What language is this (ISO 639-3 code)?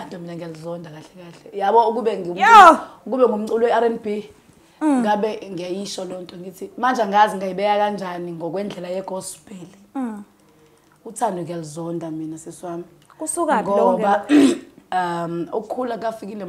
zul